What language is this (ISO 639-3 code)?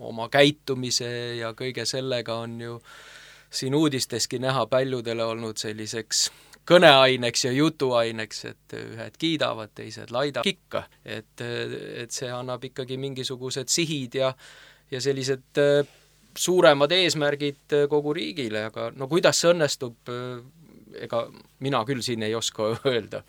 est